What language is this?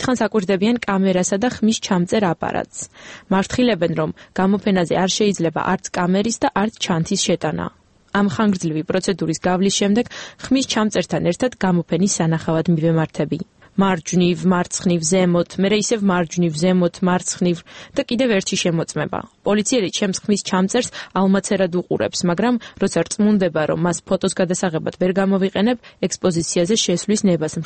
Georgian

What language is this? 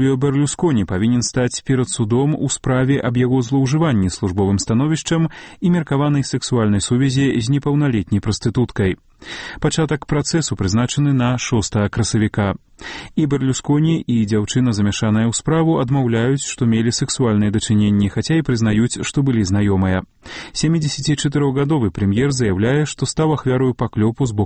Belarusian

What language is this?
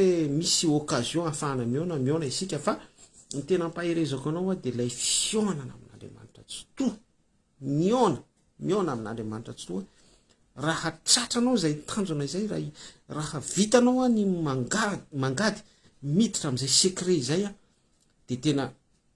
Malagasy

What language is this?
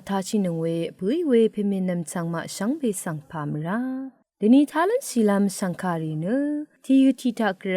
Rawang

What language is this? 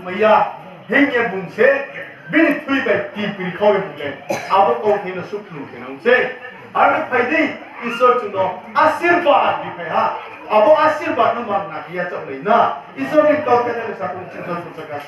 Riang (India)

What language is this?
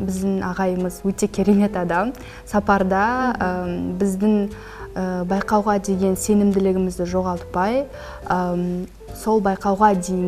Kazakh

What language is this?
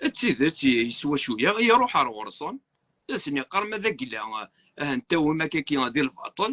Kabyle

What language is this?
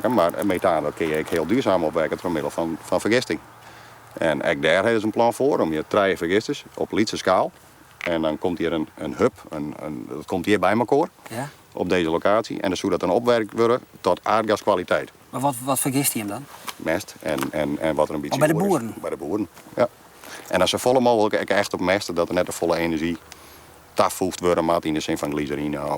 Western Frisian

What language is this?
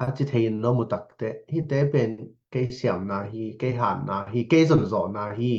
Tedim Chin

